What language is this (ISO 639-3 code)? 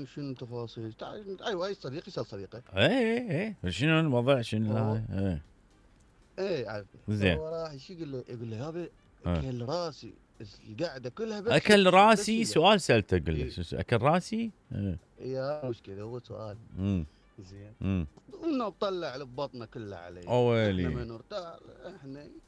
acm